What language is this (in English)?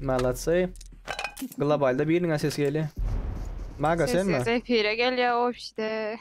Turkmen